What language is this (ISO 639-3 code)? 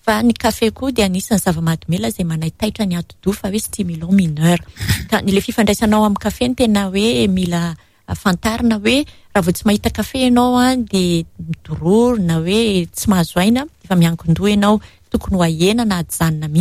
mlg